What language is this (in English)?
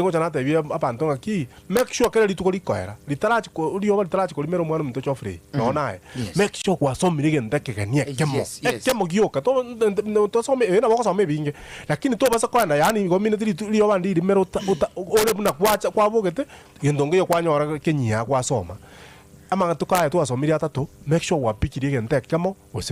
Gusii